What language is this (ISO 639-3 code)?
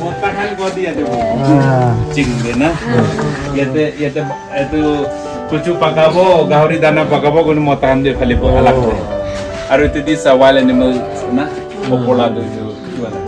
nag